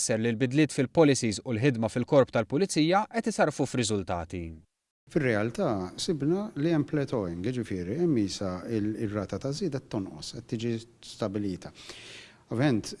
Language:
Maltese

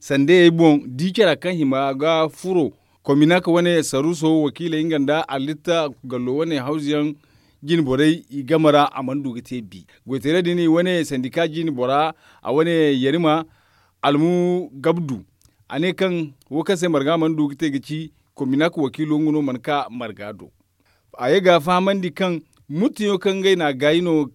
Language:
Zarma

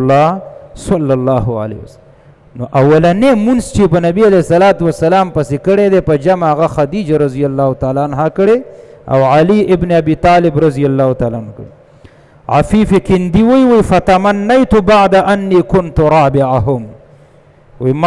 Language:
Pashto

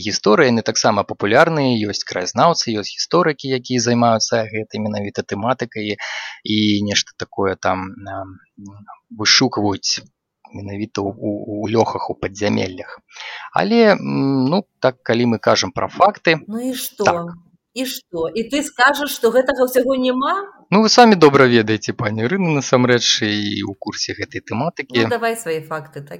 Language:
Belarusian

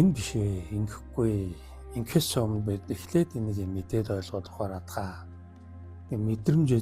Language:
Mongolian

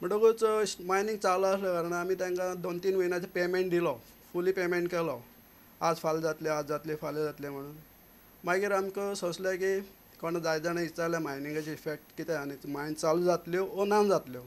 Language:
Konkani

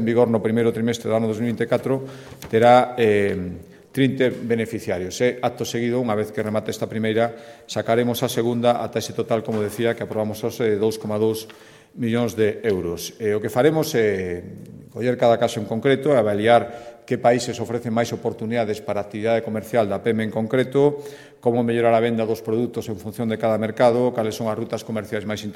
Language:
Galician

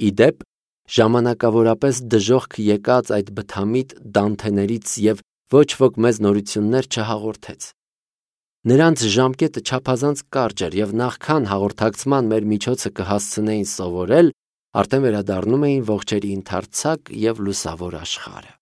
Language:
Armenian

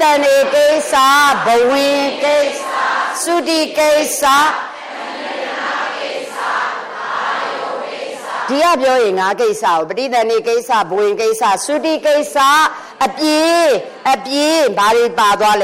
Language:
Burmese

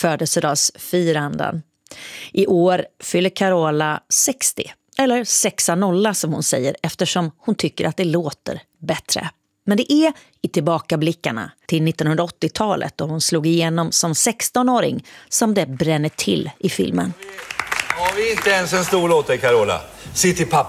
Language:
Swedish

